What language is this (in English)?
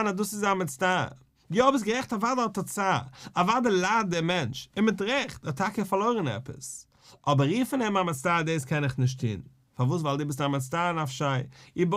Yiddish